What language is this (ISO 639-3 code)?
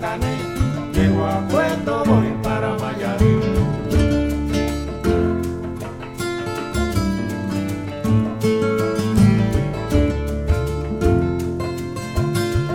fra